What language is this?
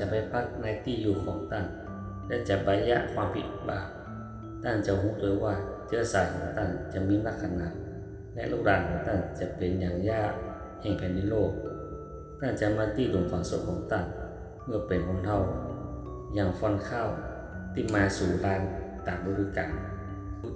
Northern Thai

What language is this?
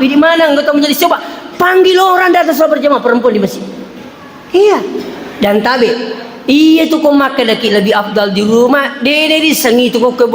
Buginese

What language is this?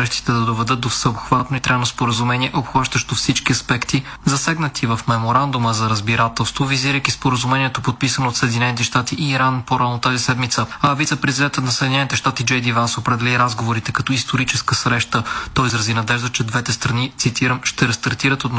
Bulgarian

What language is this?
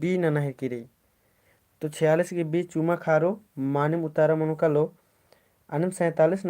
Kurukh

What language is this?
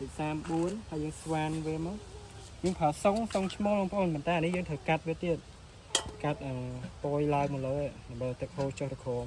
Khmer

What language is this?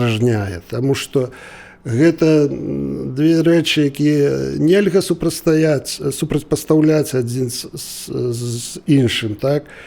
Belarusian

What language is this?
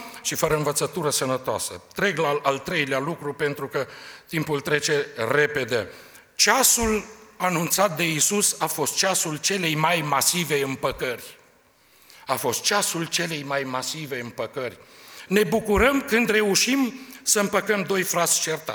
Romanian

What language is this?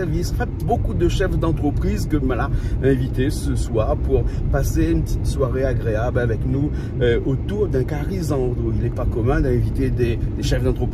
Réunion Creole French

